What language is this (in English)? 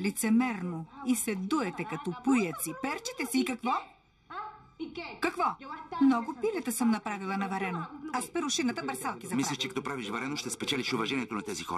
Bulgarian